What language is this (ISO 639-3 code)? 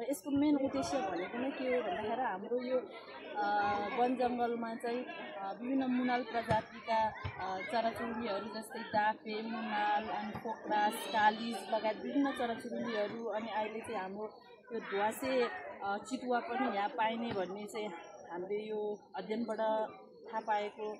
nep